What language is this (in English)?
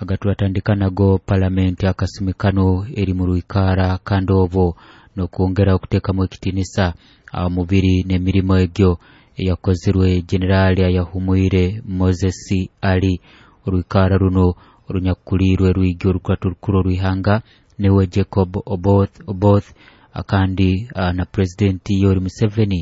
Nyoro